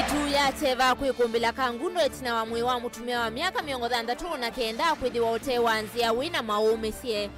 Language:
Kamba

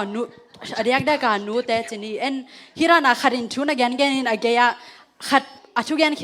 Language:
Tedim Chin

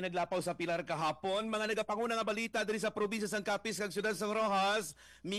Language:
Hiligaynon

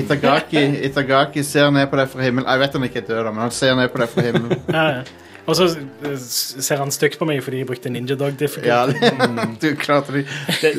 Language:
Norwegian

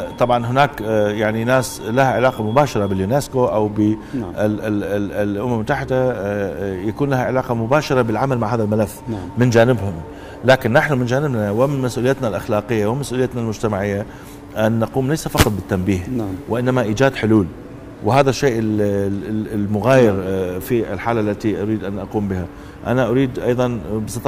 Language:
Arabic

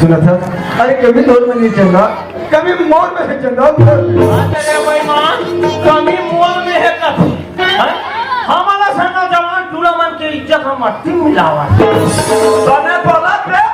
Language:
Chhattisgarhi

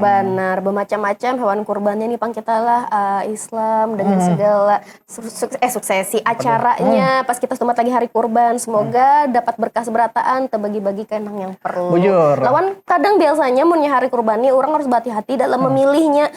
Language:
Banjar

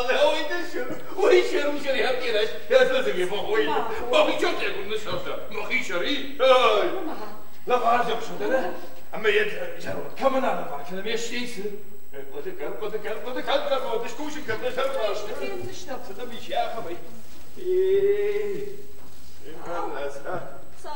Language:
Ossetic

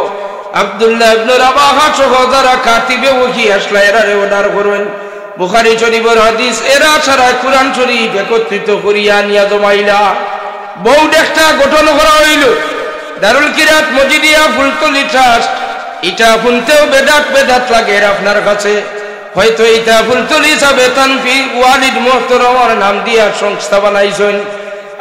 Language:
Sylheti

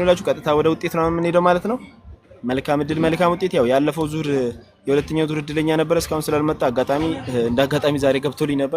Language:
Amharic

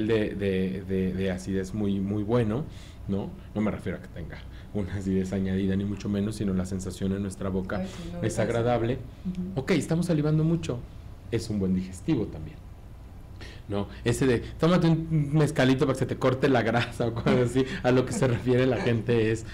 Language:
Spanish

